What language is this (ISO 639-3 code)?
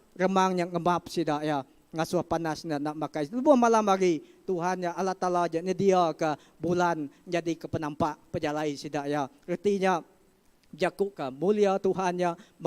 iba